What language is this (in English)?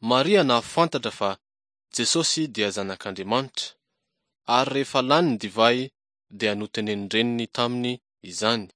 Malagasy